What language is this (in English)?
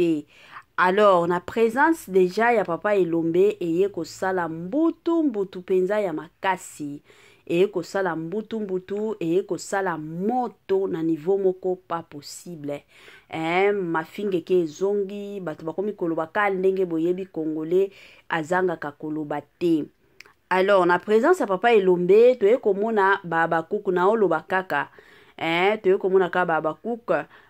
Lingala